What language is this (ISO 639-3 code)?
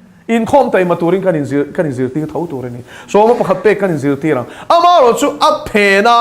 lus